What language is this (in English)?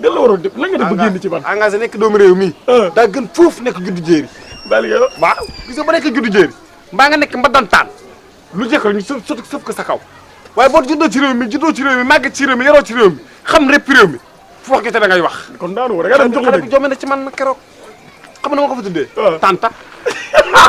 Wolof